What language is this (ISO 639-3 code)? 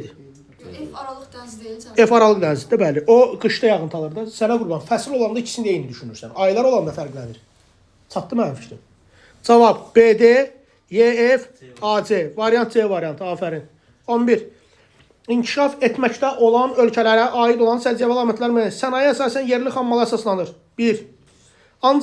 aze